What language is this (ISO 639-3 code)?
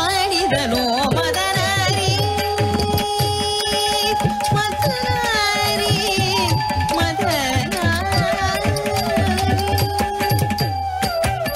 kan